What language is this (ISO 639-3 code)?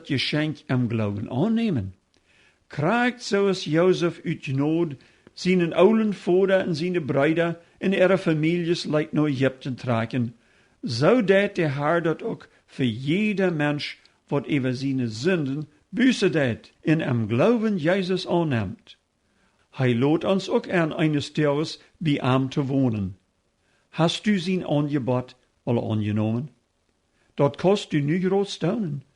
pdt